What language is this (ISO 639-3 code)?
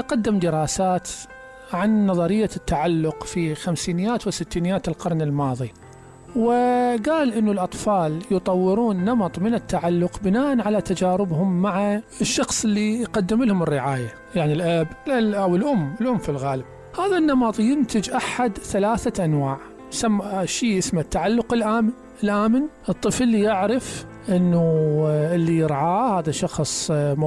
acm